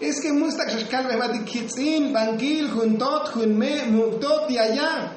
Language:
Tzotzil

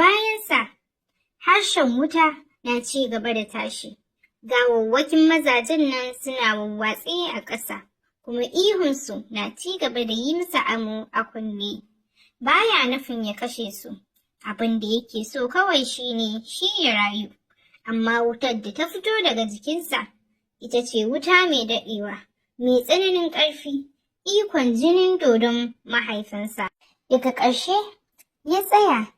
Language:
Hausa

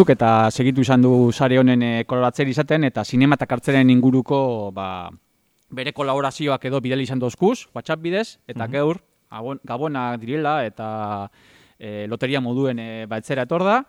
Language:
Basque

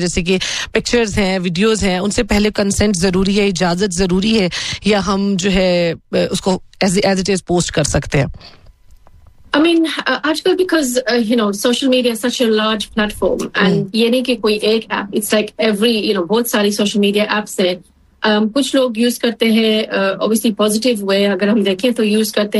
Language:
Hindi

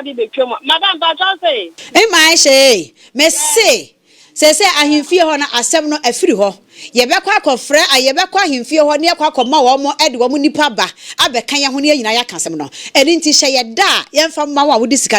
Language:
Akan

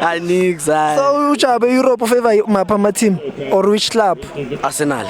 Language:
Zulu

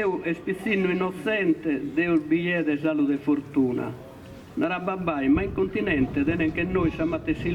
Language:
Sardinian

